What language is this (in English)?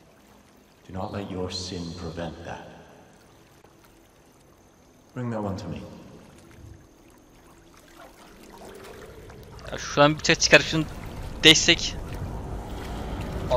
Turkish